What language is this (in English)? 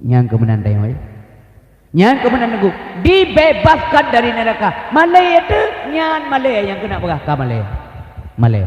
Achinese